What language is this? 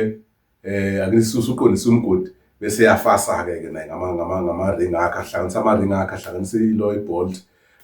Zulu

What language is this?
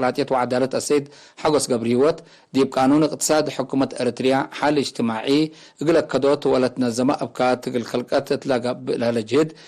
Tigre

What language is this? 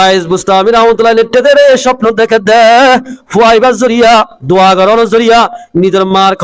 Rohingya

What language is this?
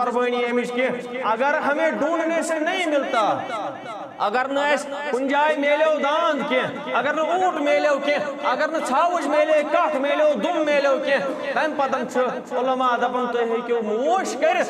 Kashmiri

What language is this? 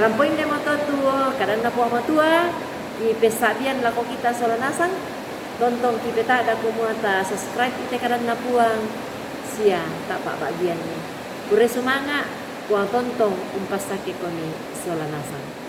Toraja-Sa'dan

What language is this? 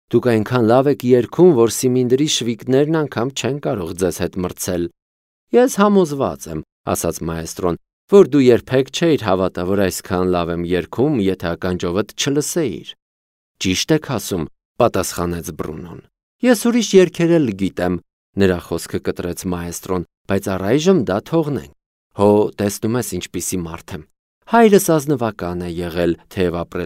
Armenian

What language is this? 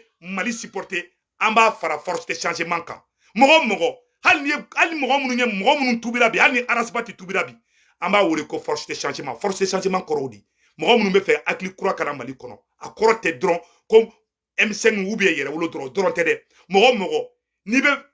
Bambara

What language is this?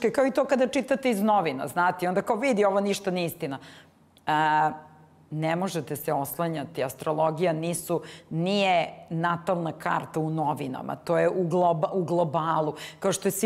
Serbian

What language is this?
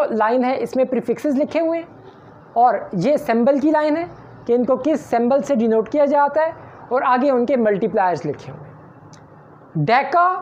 Hindi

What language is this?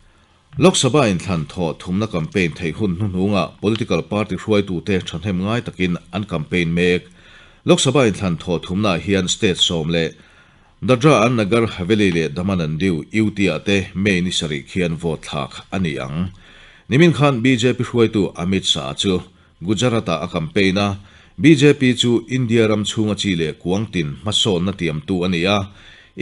Mizo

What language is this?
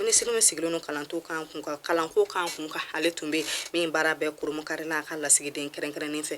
Bambara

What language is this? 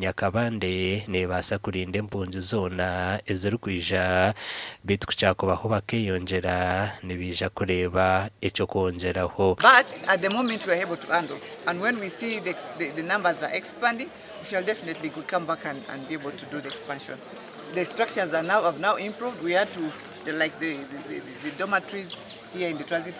Nyankole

